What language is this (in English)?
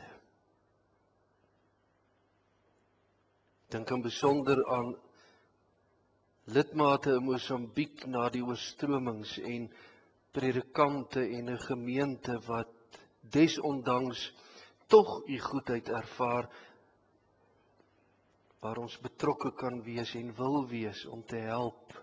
Afrikaans